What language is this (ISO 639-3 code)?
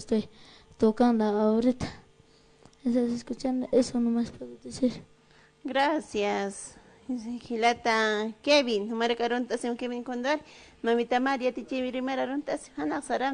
aym